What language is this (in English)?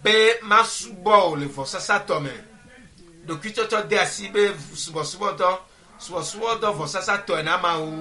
Ewe